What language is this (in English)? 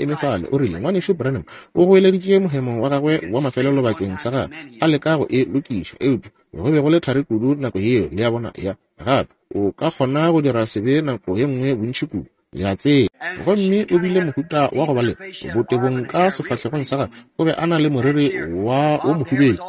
Northern Sotho